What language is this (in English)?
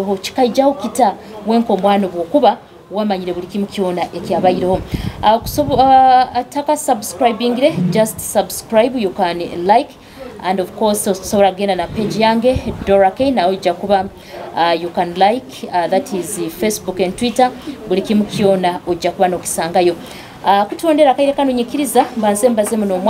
Nyoro